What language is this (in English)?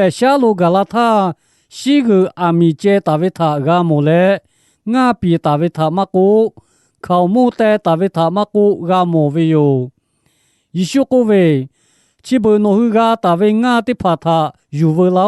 Lahu